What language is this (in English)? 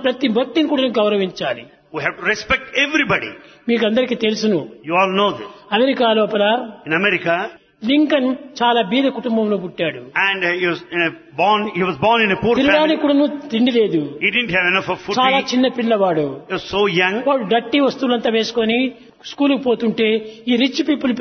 Telugu